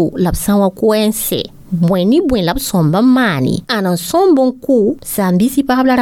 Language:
Mossi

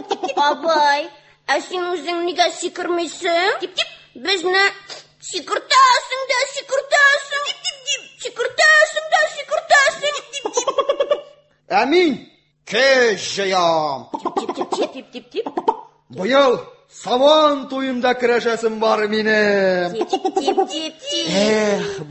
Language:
Tatar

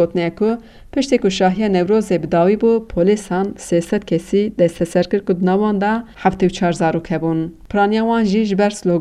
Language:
Kurdish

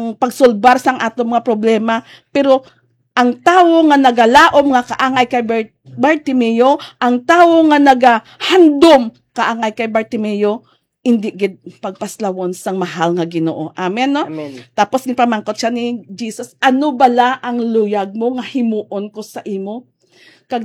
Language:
Hiligaynon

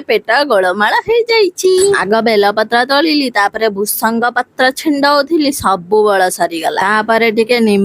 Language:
Odia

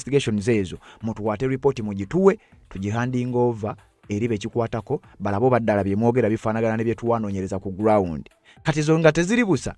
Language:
Ganda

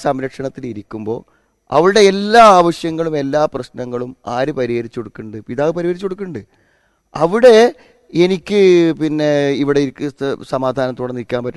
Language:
Malayalam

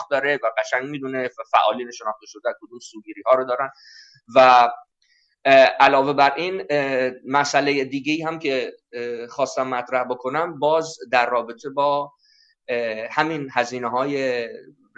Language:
Persian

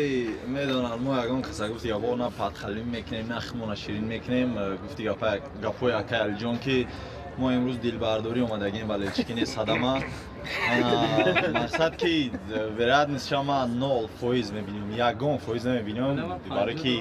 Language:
Tajik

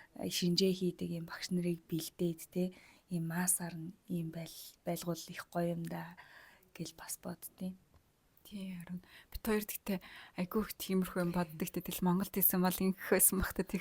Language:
Mongolian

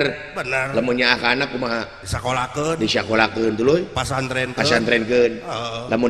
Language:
Sundanese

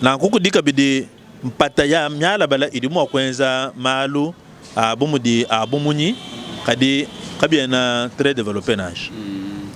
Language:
Luba-Lulua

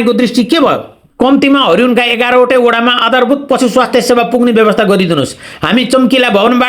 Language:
Nepali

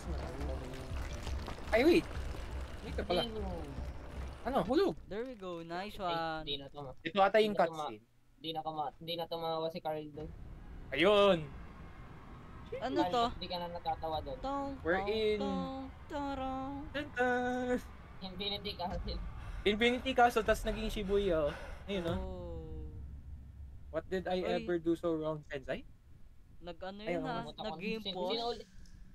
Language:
Filipino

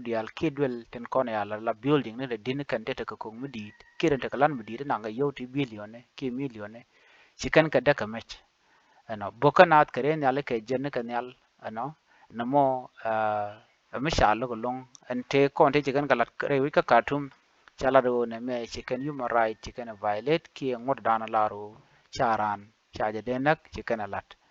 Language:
Nuer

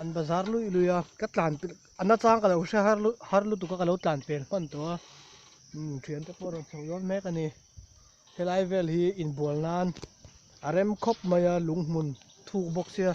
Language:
Mizo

